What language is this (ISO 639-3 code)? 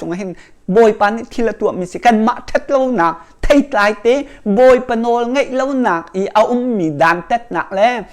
cnh